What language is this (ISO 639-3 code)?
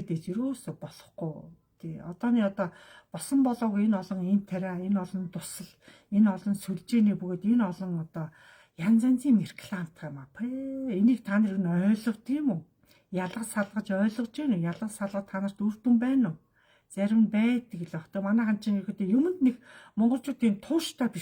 mon